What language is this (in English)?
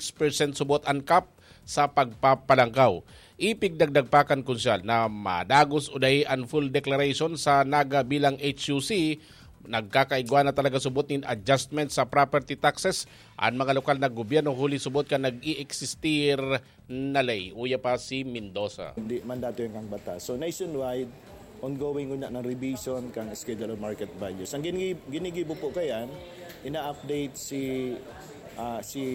Bikol